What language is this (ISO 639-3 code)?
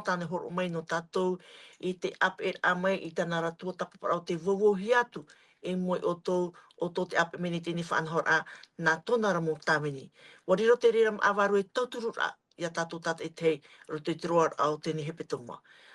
tah